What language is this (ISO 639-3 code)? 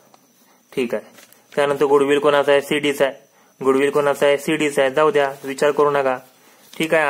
mar